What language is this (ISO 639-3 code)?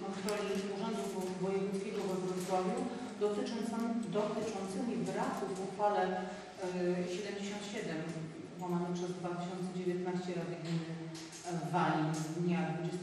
pol